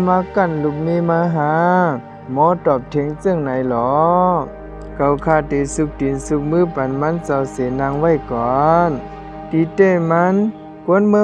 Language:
Shan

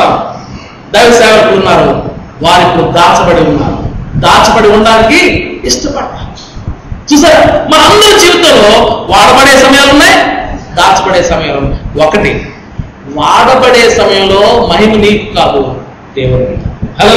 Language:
Telugu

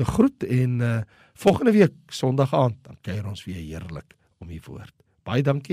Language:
Afrikaans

